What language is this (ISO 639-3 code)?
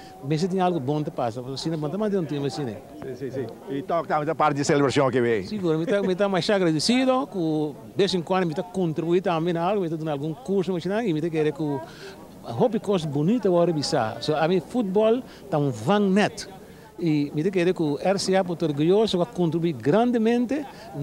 pap